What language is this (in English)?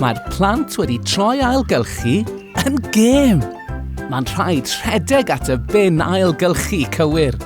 Welsh